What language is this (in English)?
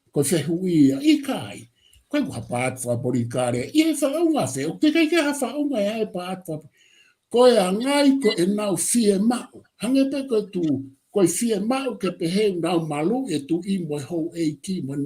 Tongan